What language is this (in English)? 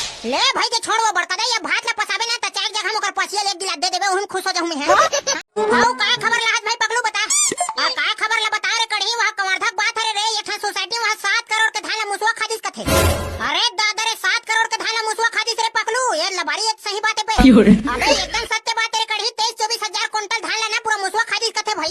Chhattisgarhi